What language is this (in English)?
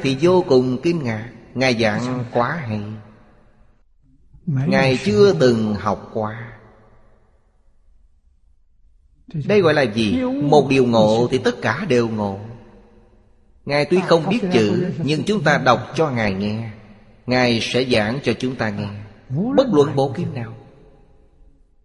Vietnamese